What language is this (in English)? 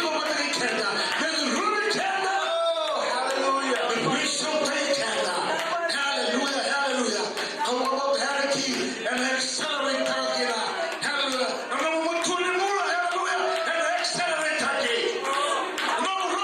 Fijian